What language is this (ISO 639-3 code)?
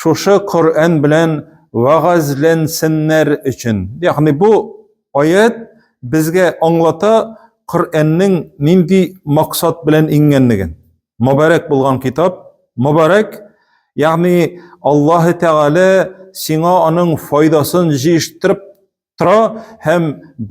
tat